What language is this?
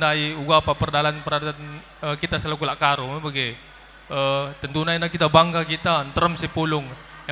Batak Karo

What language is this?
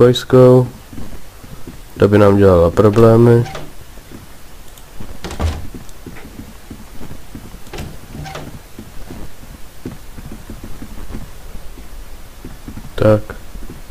Czech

